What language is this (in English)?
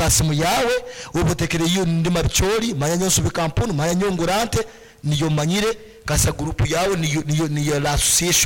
Nyankole